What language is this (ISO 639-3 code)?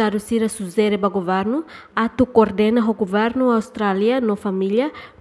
tet